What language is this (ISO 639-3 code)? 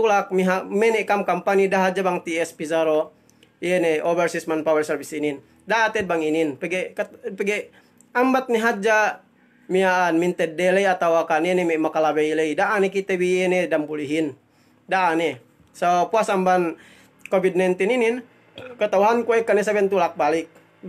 yka